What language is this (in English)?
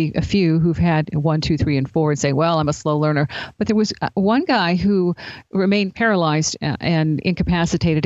English